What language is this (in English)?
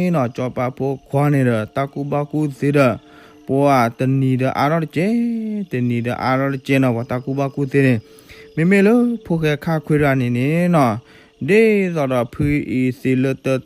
S'gaw Karen